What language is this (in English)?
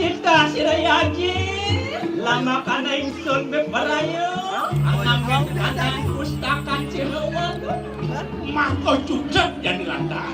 Balinese